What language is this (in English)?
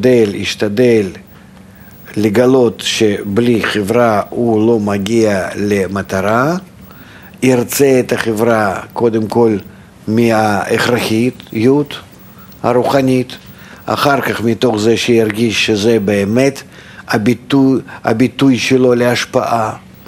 Hebrew